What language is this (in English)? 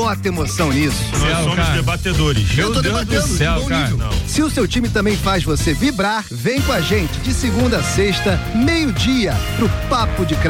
Portuguese